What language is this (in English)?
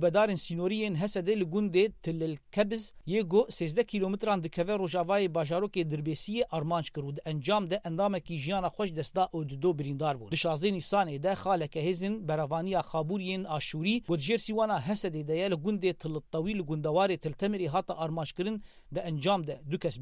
Kurdish